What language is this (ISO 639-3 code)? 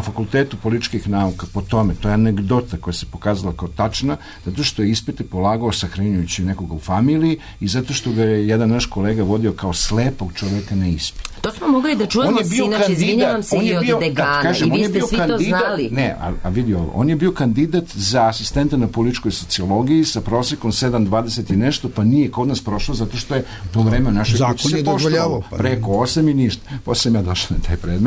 srp